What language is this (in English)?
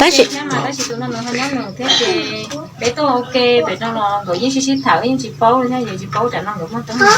Hmong